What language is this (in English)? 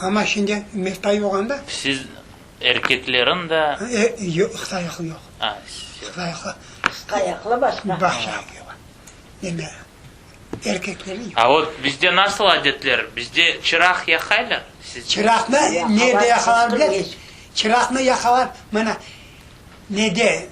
Crimean Tatar